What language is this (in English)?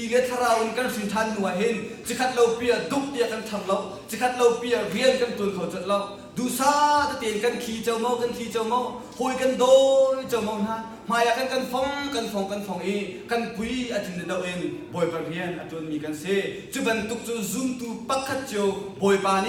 Hakha Chin